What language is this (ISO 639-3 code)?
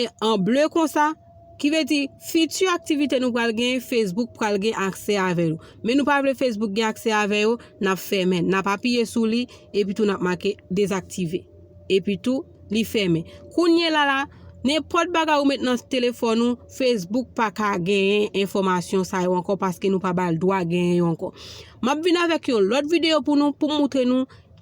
hat